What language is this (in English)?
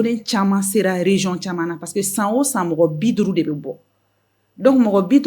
Bambara